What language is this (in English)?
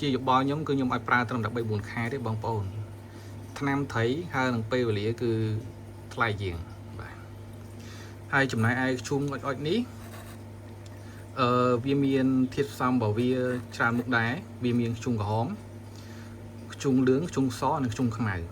Khmer